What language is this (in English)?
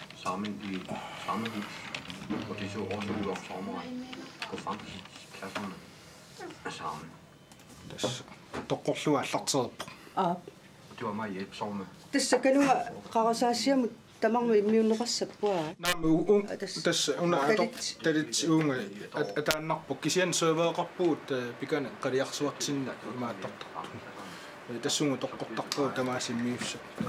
Kalaallisut